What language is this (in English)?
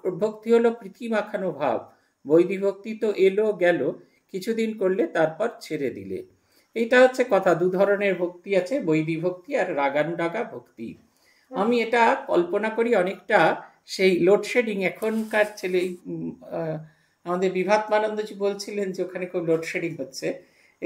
Bangla